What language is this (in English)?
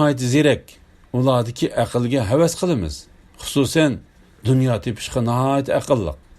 Uyghur